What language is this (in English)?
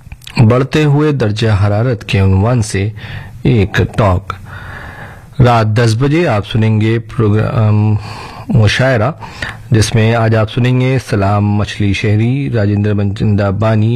Urdu